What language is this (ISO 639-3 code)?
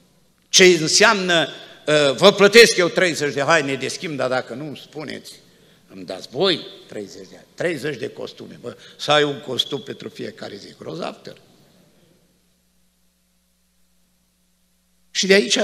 ron